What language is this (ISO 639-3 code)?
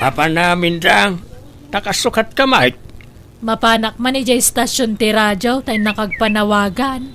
ilo